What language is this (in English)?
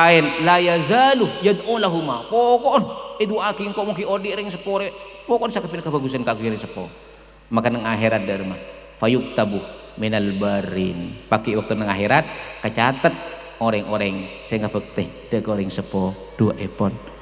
Madurese